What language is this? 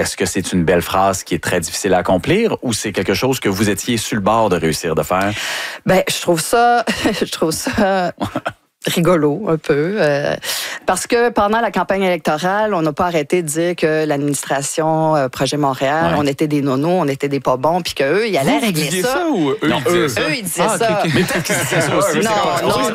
French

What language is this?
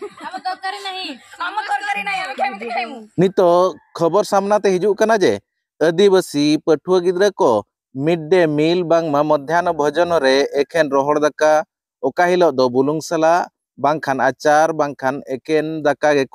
Santali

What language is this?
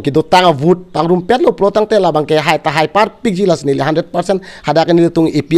Karbi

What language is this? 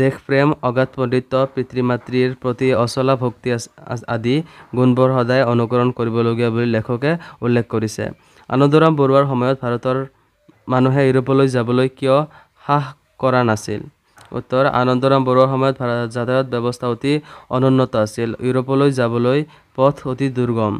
Assamese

